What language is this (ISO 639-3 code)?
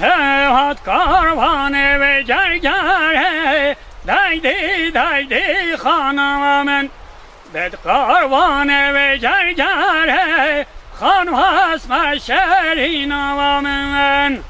kur